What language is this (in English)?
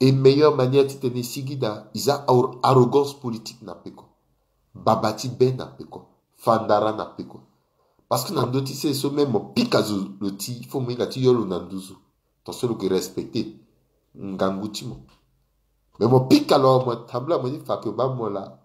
Sango